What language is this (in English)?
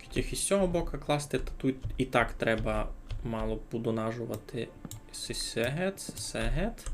Rusyn